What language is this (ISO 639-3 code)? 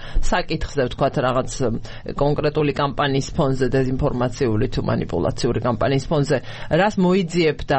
kat